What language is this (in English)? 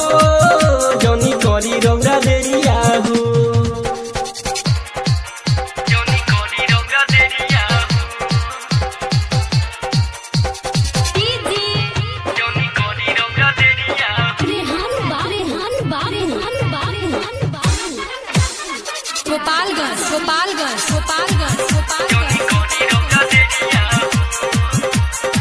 Bhojpuri